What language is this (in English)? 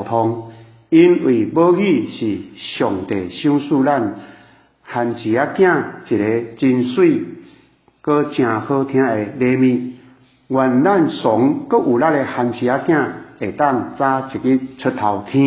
Min Nan Chinese